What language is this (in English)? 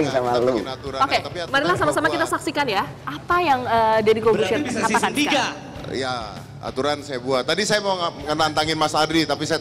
Indonesian